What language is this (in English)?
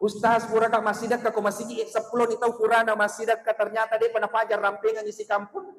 Buginese